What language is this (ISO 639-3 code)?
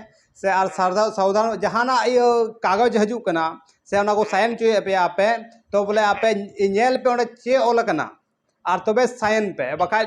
sat